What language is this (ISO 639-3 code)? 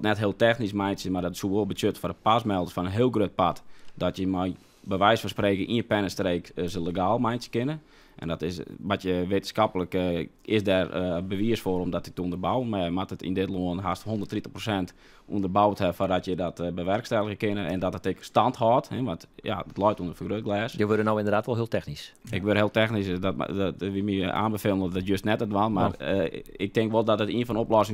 fry